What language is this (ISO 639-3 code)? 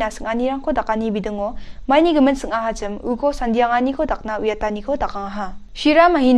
grt